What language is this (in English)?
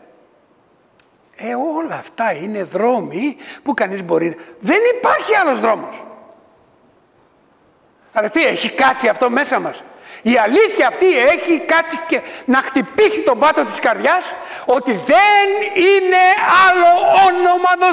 Greek